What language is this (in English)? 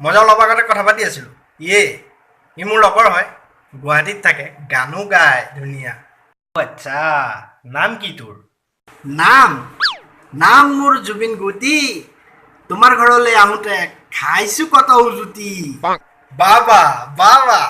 Assamese